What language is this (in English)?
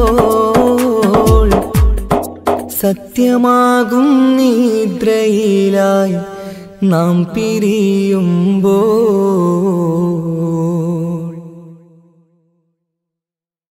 Malayalam